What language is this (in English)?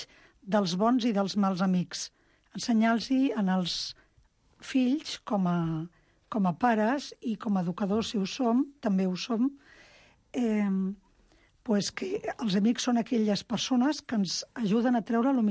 Catalan